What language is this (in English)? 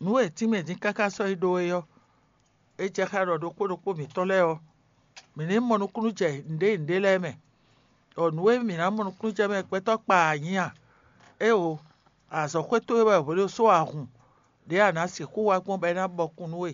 Fon